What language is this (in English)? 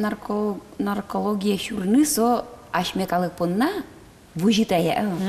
Udmurt